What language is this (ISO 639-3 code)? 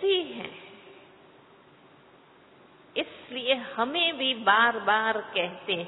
hin